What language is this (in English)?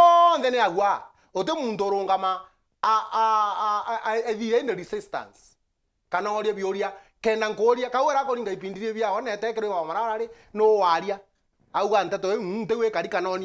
Meru